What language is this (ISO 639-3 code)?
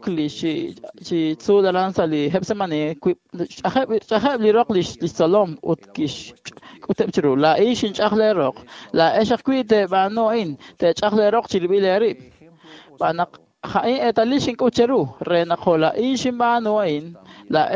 kek